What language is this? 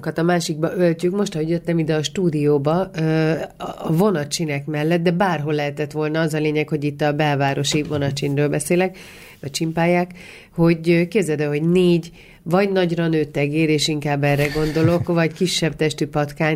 Hungarian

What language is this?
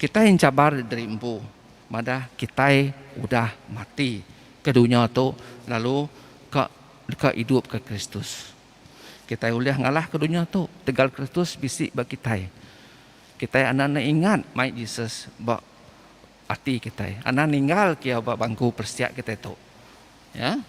Iban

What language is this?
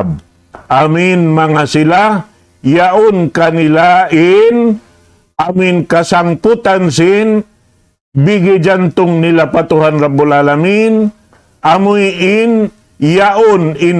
Tausug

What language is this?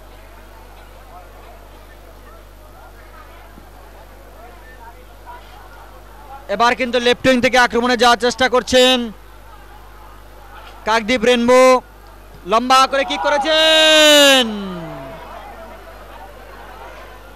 Bangla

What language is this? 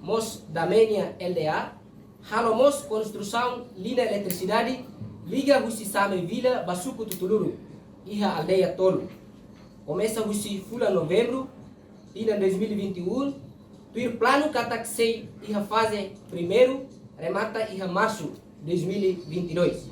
Tetum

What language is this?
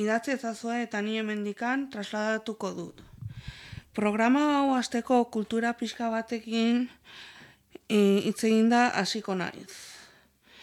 Basque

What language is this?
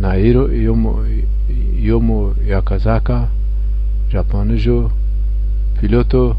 Zaza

